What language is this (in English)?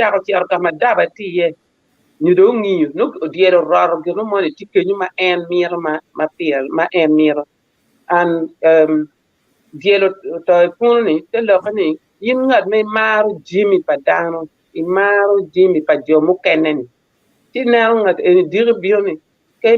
Acoli